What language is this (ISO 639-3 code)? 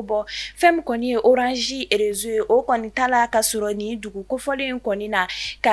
bam